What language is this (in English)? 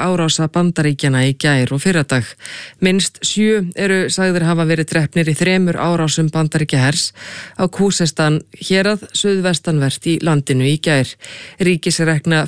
Icelandic